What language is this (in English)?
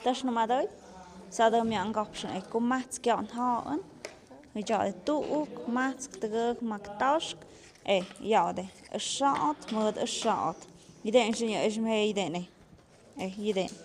Tlahuitoltepec Mixe